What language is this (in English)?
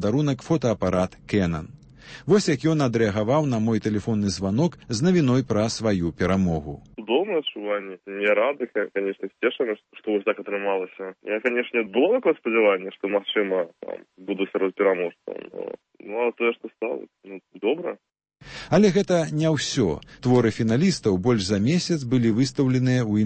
Belarusian